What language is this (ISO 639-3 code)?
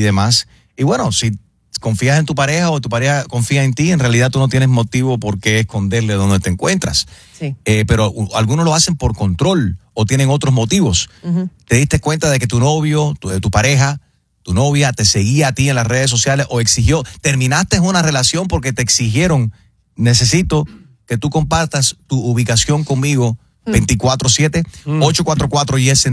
spa